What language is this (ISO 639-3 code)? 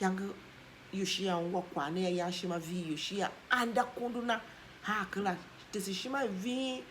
tiv